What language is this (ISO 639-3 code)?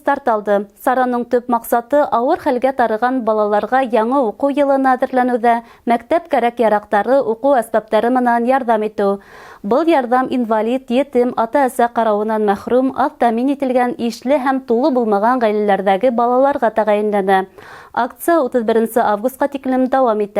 bak